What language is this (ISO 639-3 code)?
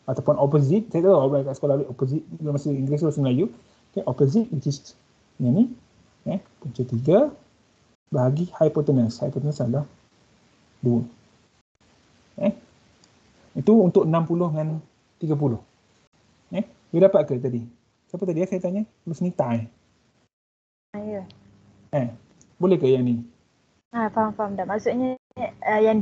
msa